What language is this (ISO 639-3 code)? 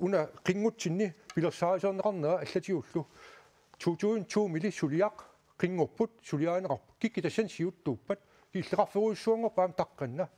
kal